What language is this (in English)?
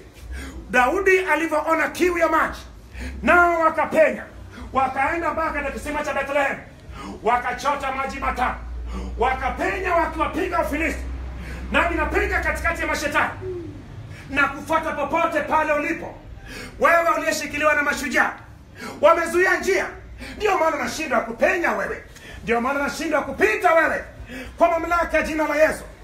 Swahili